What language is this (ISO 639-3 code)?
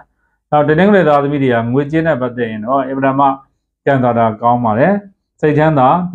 mya